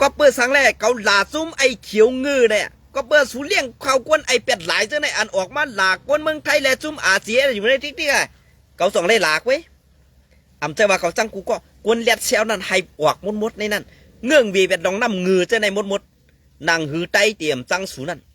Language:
Shan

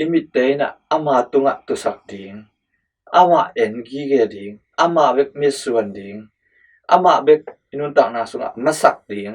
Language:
Tedim Chin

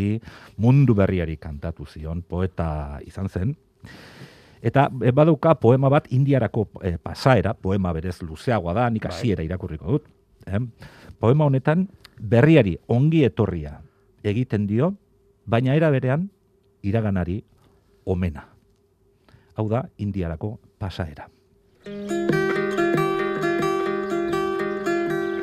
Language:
Basque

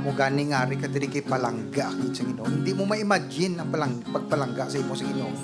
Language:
Hiligaynon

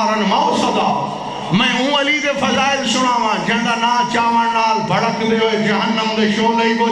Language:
Saraiki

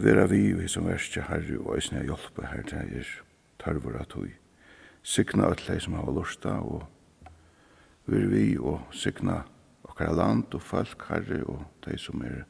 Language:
Faroese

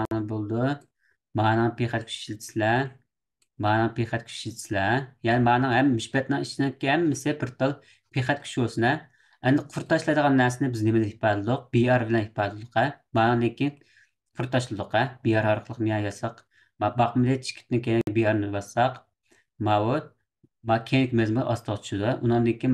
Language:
Uyghur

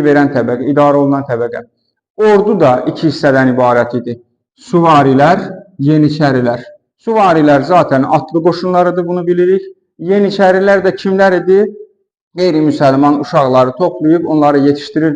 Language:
Azerbaijani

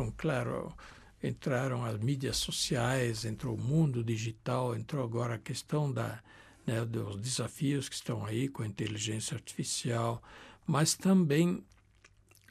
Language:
Portuguese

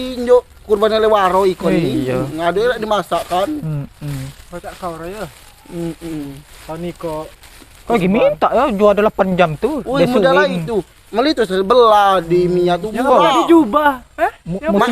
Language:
Musi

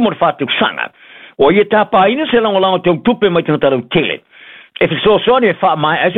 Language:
Samoan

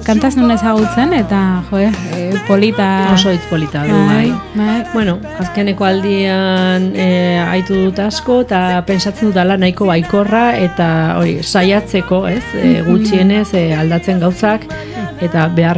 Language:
Basque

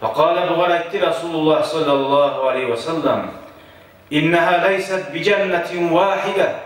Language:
Kumyk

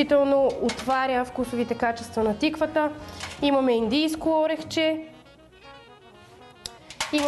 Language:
Bulgarian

